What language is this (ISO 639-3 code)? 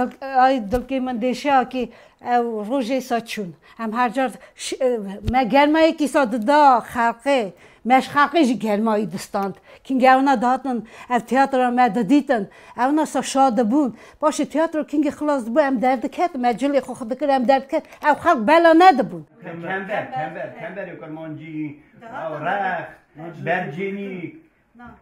kur